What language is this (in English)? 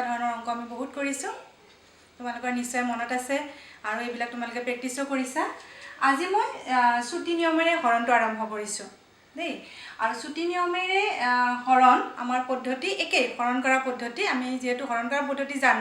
Assamese